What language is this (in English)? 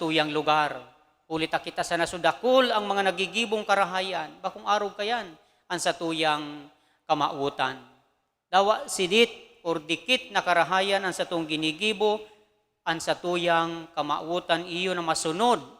Bikol